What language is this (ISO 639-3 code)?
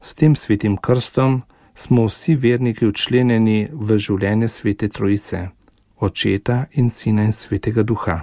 slv